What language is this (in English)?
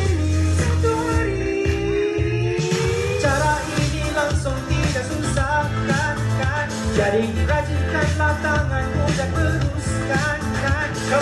Malay